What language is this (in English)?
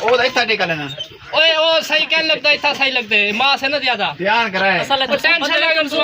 Saraiki